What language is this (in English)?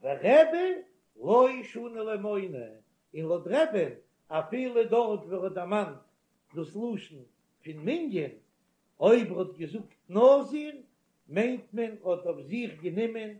Yiddish